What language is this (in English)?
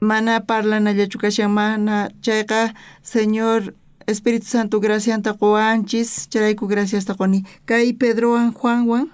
South Bolivian Quechua